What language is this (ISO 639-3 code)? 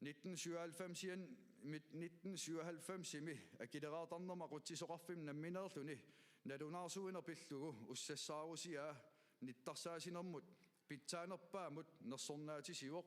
kal